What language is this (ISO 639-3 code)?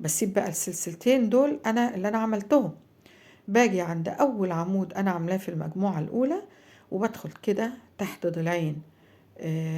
arz